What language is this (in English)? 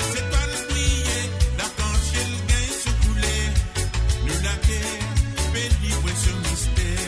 Morisyen